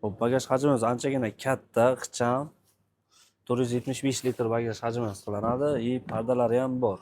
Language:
Uzbek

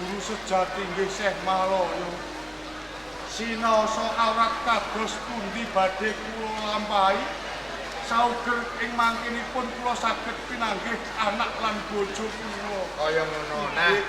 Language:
Javanese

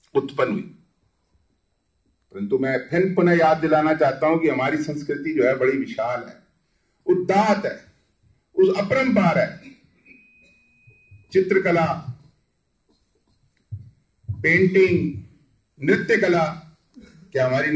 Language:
Hindi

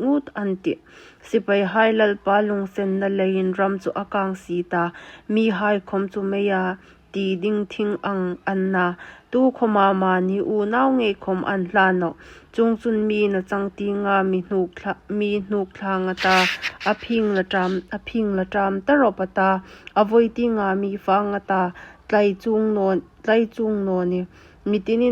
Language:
Hmar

